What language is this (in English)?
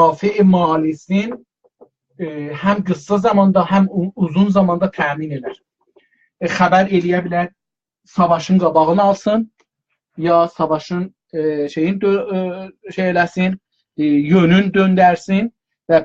South Azerbaijani